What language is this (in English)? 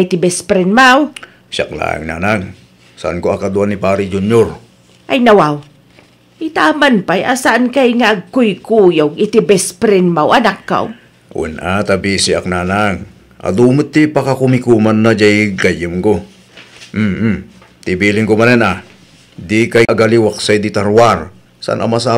Iloko